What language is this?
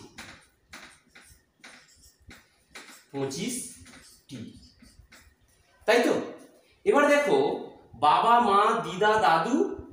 Bangla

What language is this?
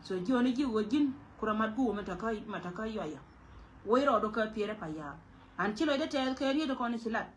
Nuer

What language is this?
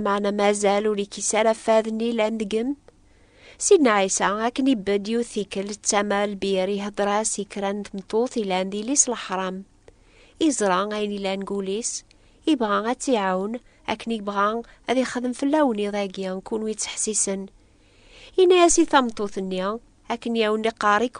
Kabyle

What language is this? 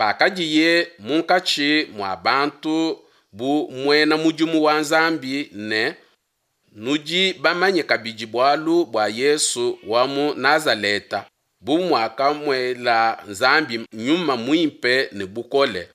Luba-Lulua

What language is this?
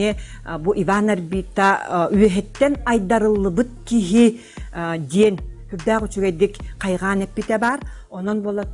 Yakut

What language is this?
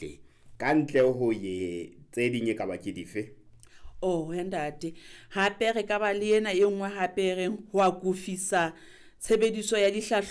Southern Sotho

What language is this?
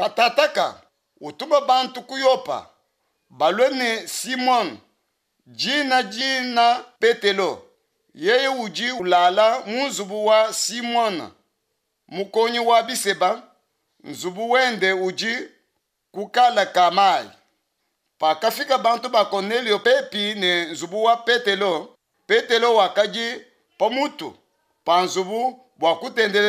Luba-Lulua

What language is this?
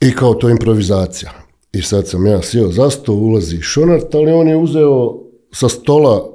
Bosnian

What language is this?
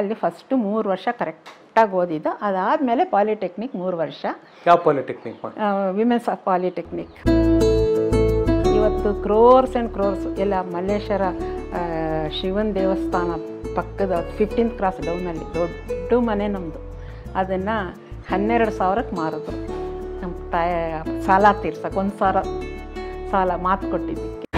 Kannada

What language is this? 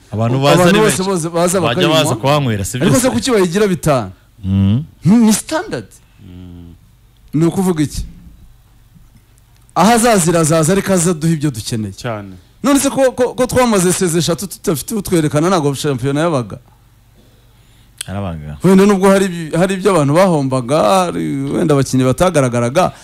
Kinyarwanda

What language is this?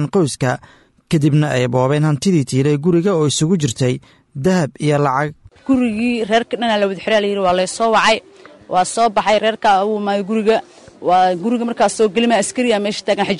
Somali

